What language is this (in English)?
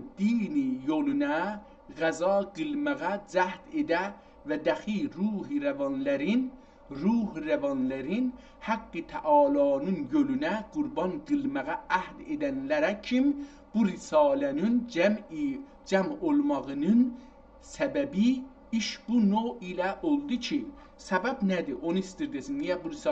South Azerbaijani